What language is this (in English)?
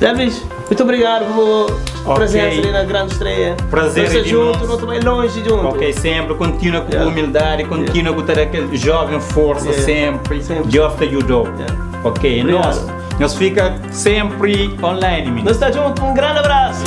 Kabuverdianu